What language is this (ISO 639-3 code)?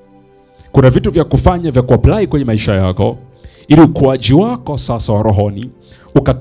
swa